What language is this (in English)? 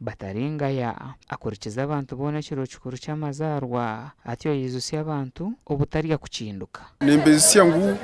Nyankole